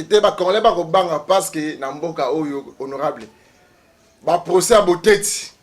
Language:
Lingala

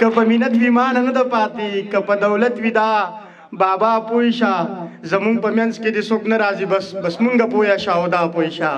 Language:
Pashto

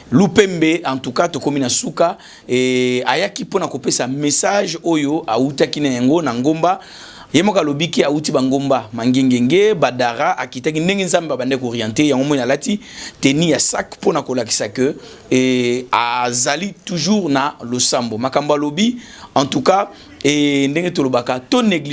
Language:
Lingala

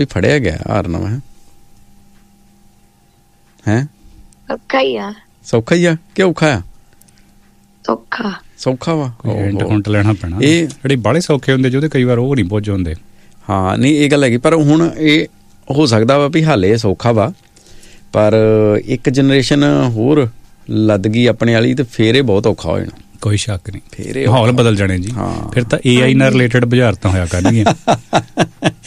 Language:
Punjabi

